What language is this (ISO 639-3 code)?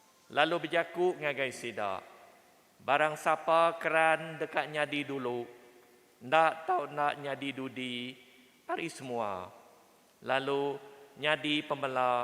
iba